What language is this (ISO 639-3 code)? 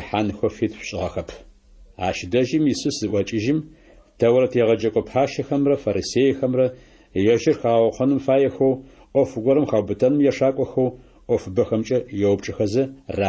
ady